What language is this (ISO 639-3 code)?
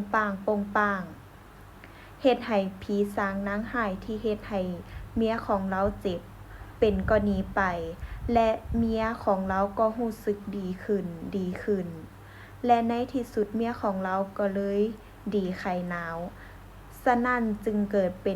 lao